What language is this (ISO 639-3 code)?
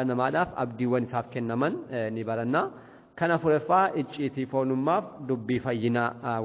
orm